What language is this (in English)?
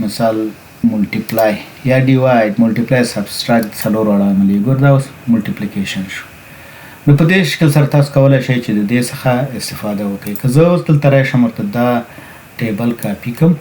Pashto